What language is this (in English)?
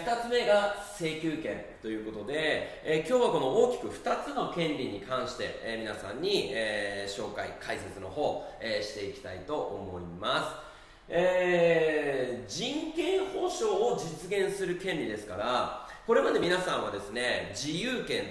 Japanese